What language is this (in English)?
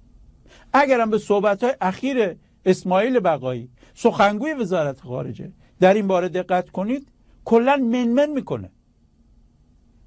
Persian